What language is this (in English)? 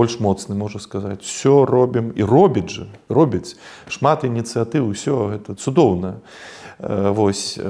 Belarusian